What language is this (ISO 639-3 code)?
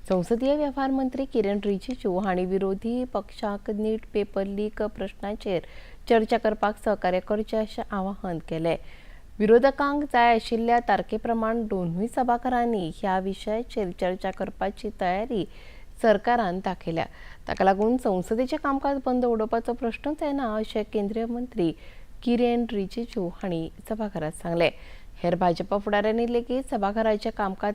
kok